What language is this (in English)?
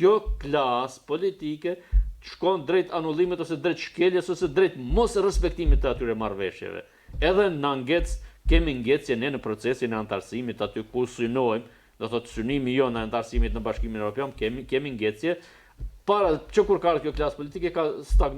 Albanian